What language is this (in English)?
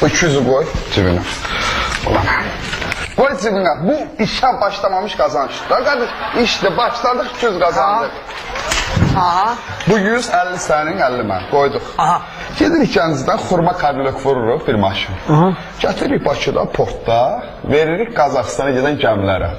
Azerbaijani